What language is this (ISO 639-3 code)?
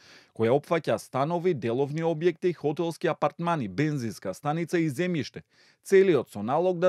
mkd